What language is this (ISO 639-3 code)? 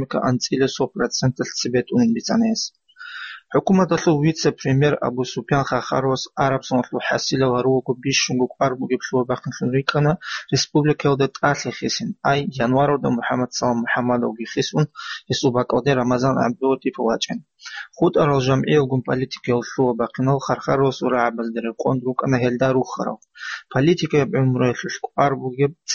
ava